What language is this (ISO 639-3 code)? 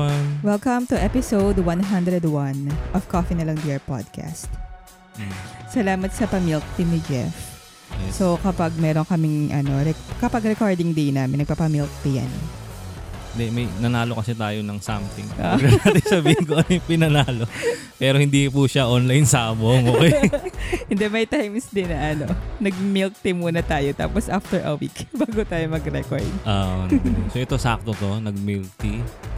fil